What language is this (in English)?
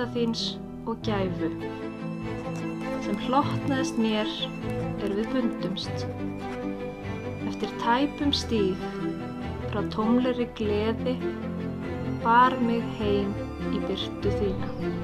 Icelandic